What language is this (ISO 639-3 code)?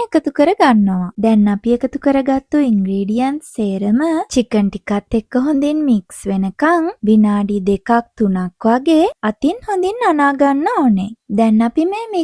sin